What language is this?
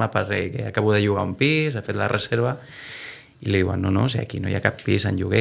Catalan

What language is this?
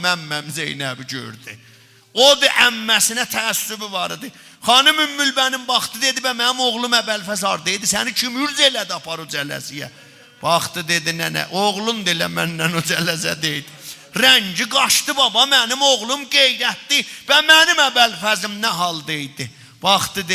South Azerbaijani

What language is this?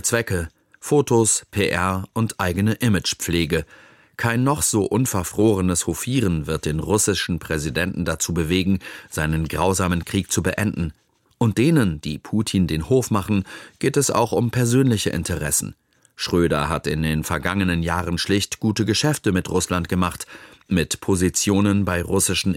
German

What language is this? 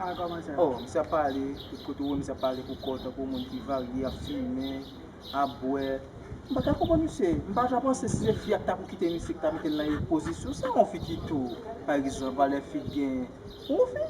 Haitian Creole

